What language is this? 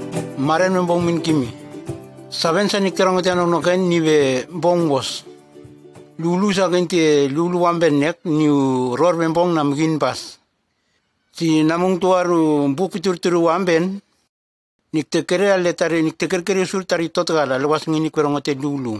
Nume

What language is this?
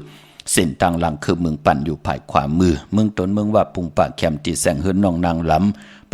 Shan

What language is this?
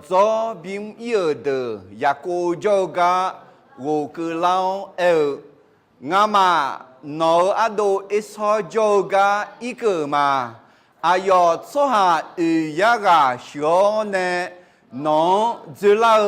Akha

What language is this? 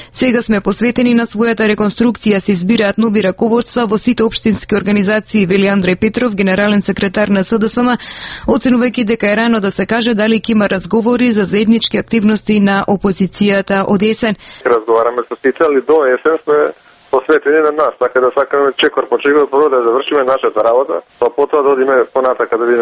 Macedonian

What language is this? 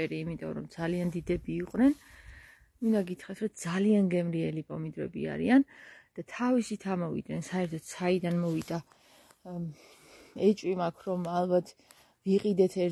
Georgian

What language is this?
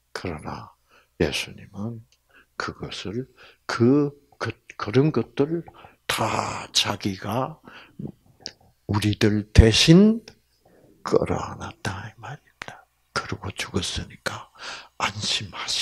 Korean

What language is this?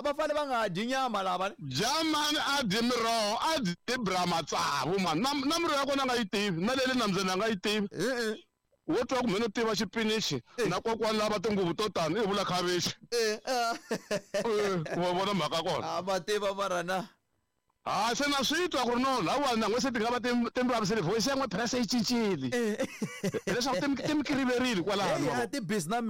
Tsonga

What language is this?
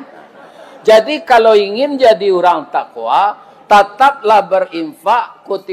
Minangkabau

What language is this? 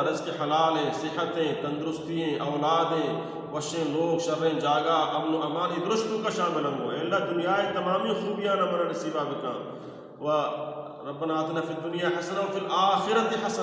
Baluchi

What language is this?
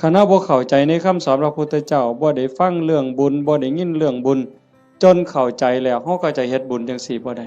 Northeastern Thai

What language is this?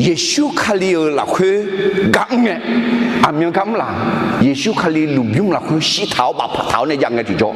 Akha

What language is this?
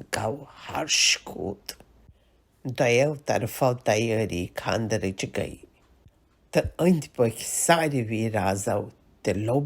Kashmiri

